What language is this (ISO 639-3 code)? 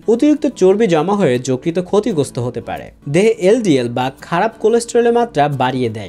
ben